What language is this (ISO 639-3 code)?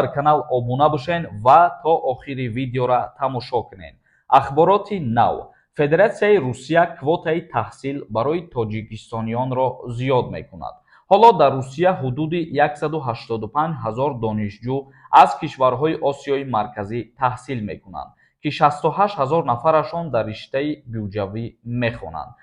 tgk